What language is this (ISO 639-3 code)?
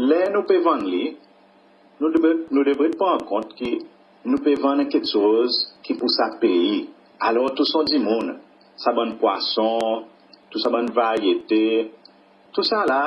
crs